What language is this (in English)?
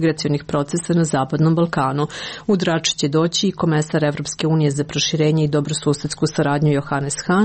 Serbian